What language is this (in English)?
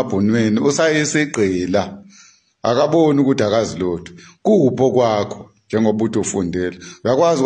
Zulu